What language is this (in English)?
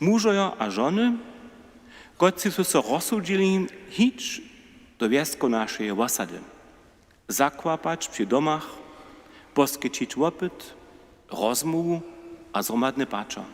Upper Sorbian